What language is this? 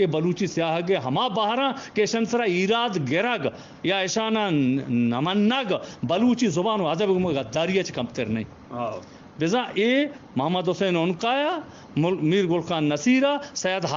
Eastern Balochi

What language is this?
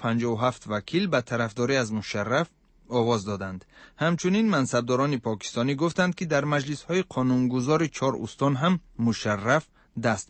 Tajik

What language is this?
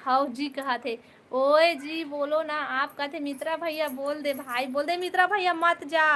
Chhattisgarhi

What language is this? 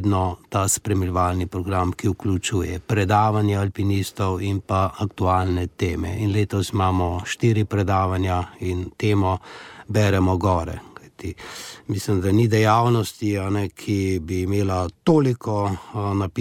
Slovenian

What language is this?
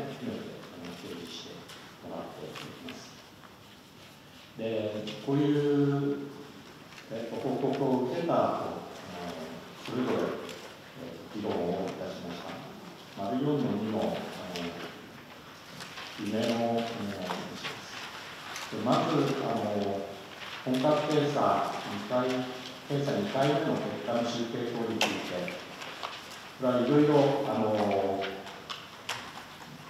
Japanese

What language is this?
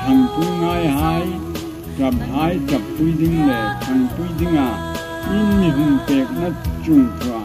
Hmar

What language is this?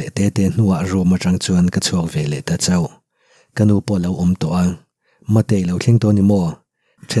Mizo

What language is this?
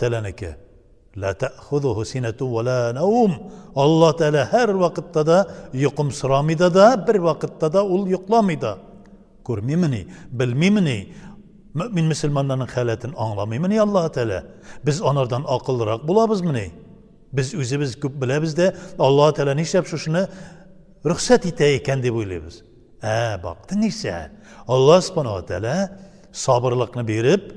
Tatar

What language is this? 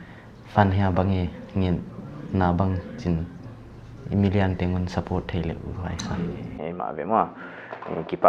Paite Chin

